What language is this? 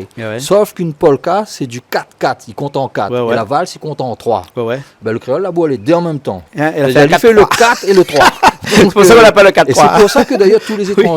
Réunion Creole French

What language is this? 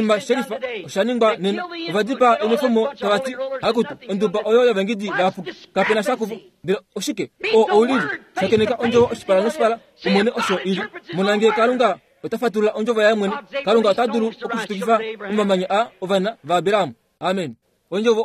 Kuanyama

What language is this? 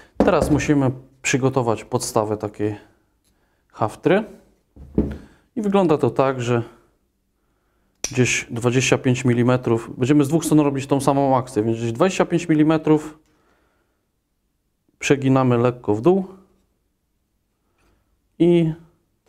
Polish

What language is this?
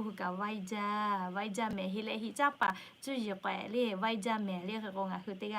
Lahu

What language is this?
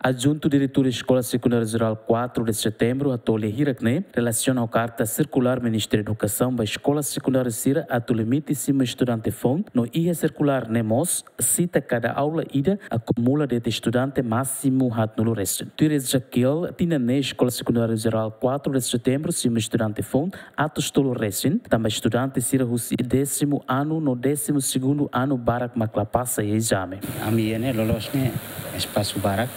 Tetum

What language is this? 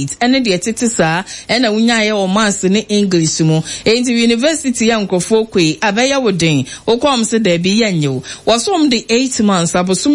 Akan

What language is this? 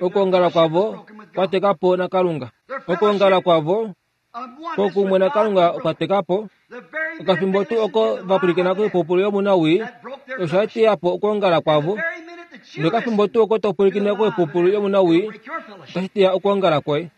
Kuanyama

